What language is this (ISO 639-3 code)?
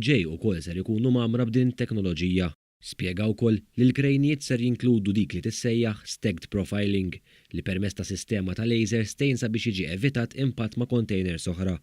mlt